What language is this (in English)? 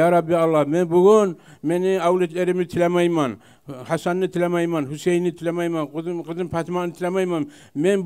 Kumyk